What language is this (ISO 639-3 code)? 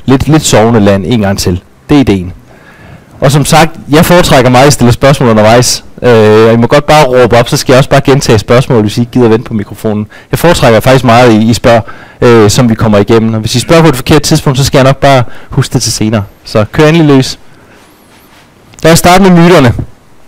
dan